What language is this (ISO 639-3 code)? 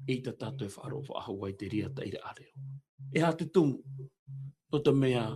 tah